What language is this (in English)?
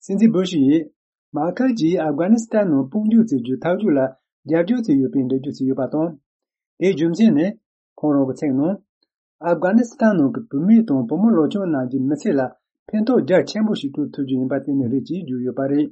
Tibetan